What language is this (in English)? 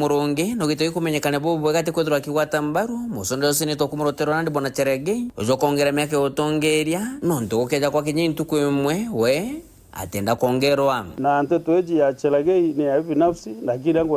Meru